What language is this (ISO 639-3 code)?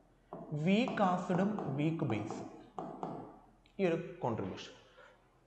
mal